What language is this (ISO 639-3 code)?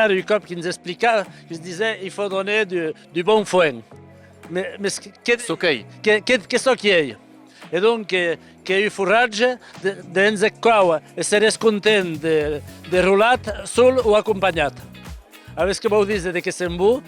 oci